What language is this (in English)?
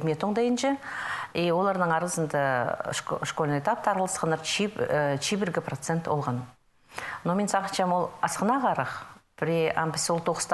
Khakas